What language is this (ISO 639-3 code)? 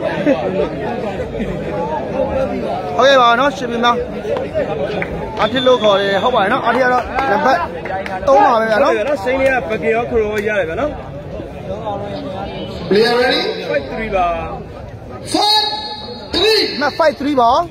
mya